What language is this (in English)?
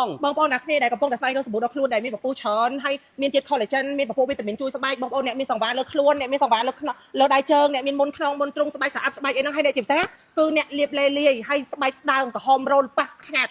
Khmer